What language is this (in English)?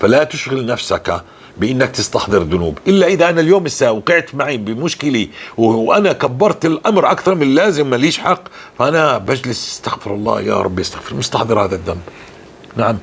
North Levantine Arabic